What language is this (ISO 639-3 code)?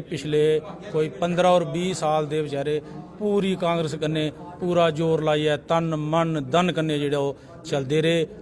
doi